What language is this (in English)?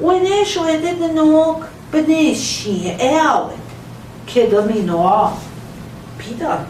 Central Ojibwa